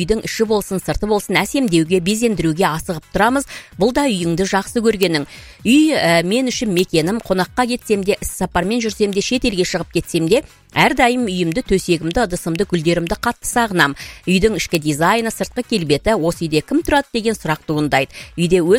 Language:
Kazakh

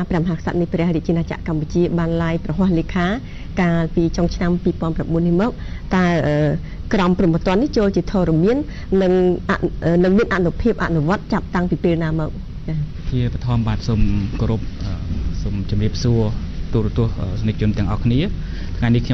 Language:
Khmer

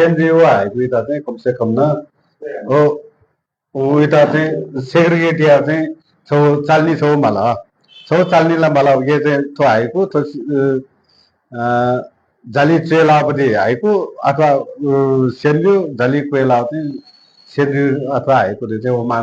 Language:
Newari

